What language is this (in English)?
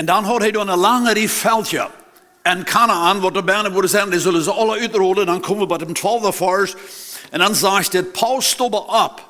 Plautdietsch